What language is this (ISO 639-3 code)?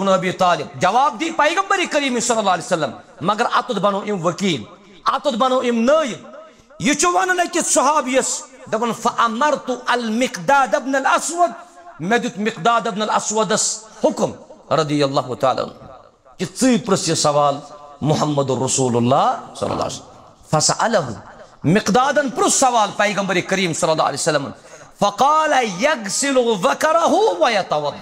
kas